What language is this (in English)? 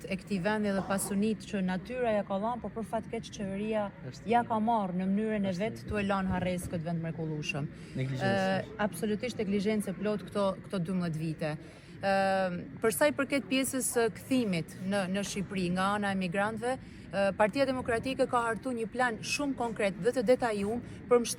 Albanian